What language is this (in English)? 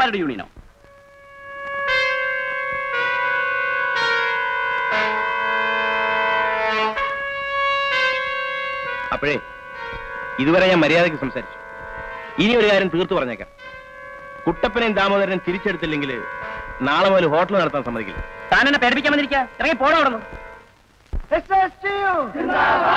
Malayalam